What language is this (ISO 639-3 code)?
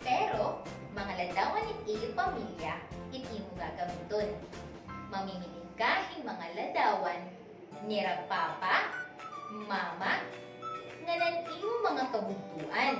war